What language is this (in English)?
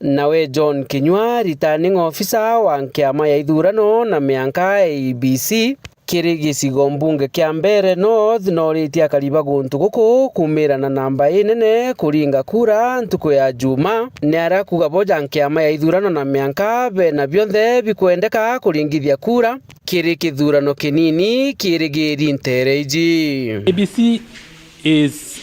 Meru